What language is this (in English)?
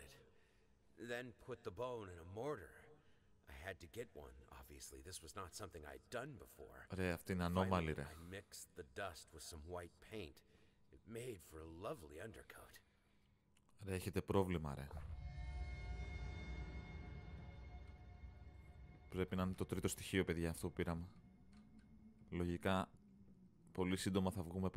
Greek